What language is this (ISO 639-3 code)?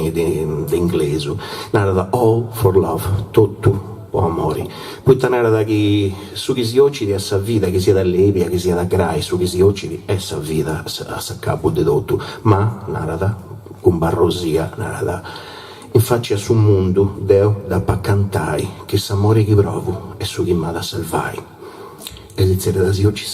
srd